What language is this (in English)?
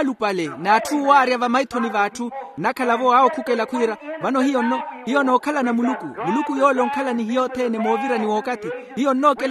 Makhuwa